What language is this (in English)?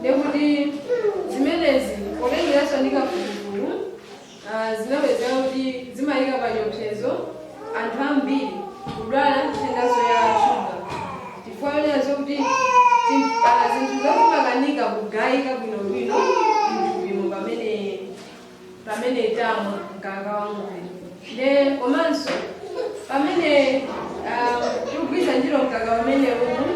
Nyanja